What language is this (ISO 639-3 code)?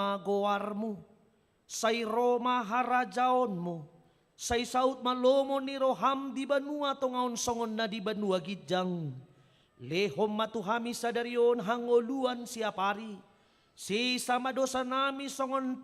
bbc